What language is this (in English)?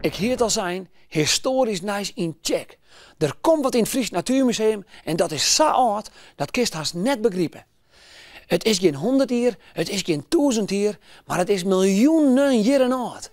Western Frisian